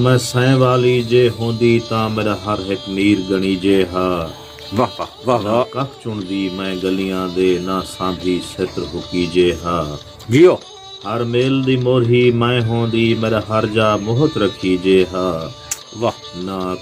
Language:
Saraiki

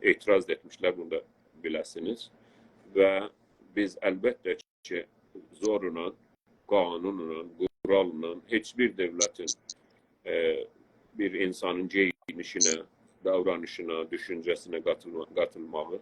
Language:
South Azerbaijani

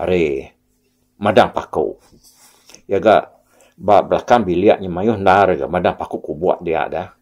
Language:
Iban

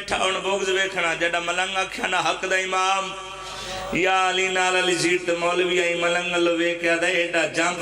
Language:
Pahari-Potwari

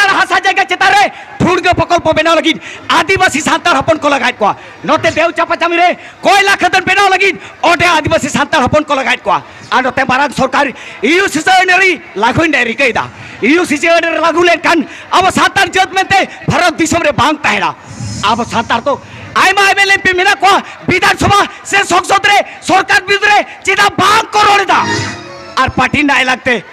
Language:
Santali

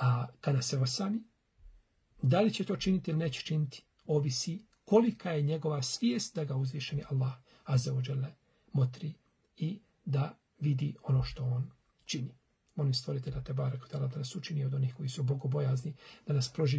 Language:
Bosnian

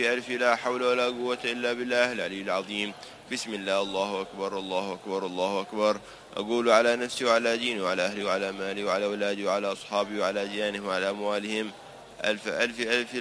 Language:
Arabic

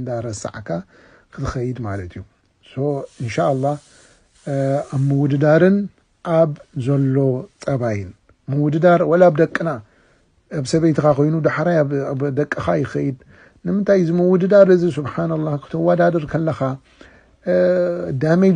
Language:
Tigrinya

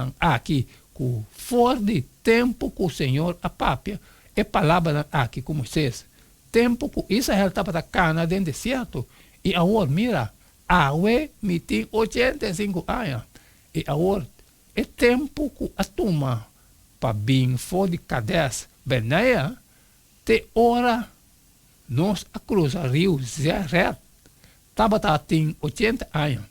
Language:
Papiamento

